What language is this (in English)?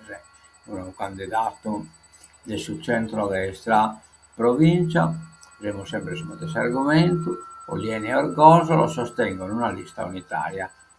Sardinian